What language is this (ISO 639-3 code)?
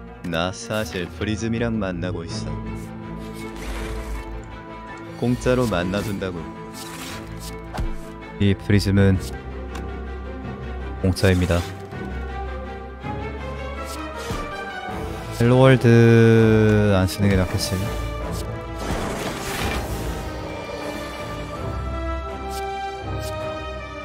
kor